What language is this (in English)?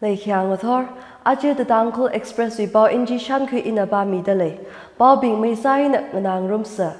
Tangkhul Naga (India)